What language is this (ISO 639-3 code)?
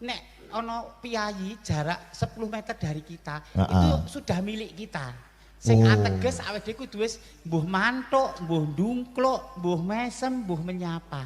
jav